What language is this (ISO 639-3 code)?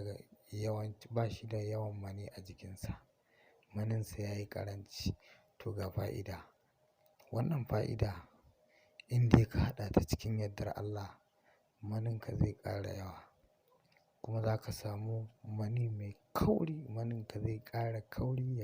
hau